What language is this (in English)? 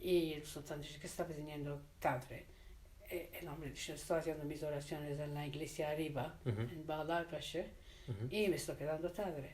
Ladino